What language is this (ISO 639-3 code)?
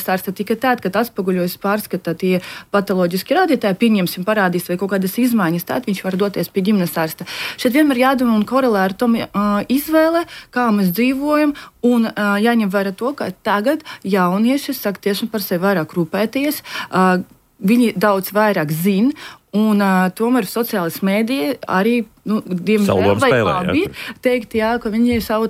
lav